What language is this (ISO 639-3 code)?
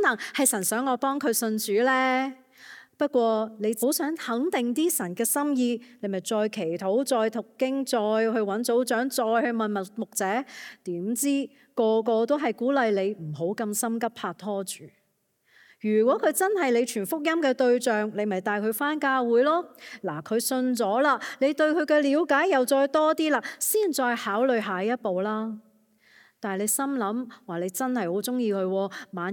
yue